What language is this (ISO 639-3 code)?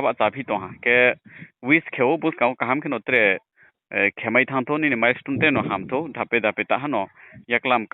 ria